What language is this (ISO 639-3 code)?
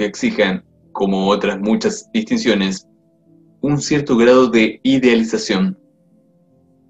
spa